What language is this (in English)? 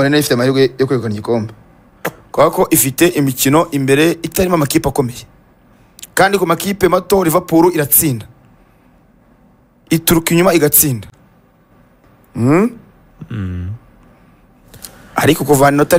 Kinyarwanda